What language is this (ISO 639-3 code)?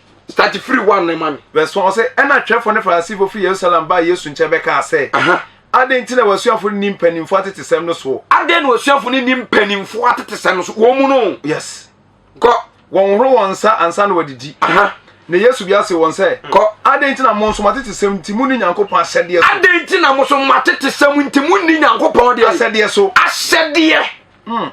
aka